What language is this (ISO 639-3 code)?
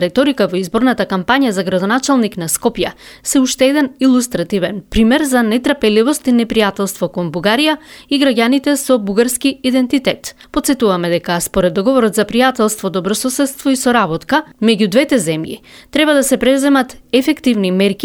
mkd